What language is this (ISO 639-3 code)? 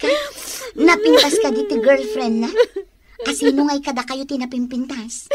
ilo